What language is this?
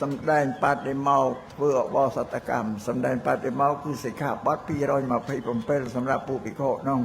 Khmer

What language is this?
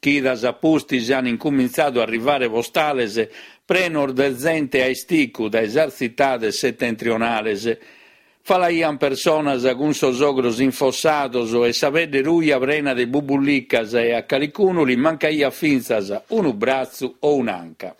Sardinian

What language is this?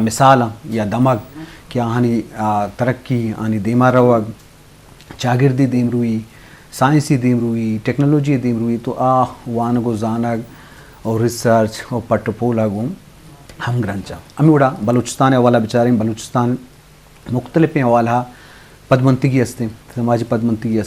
Eastern Balochi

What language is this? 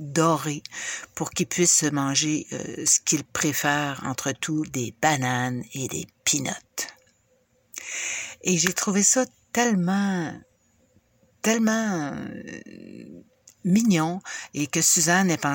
French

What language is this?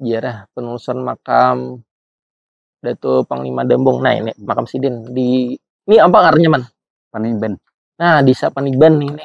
Banjar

